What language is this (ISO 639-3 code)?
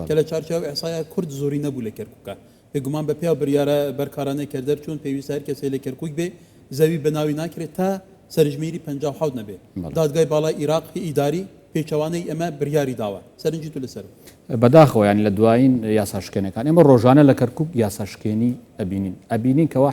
ckb